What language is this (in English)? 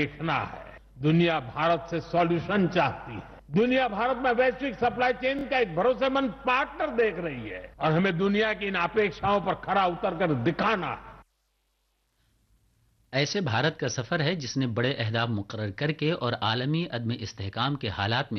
Urdu